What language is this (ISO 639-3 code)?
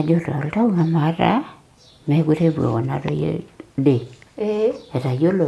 mas